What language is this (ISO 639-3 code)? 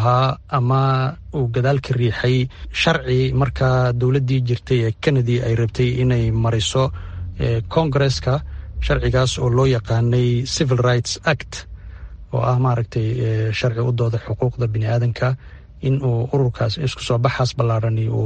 som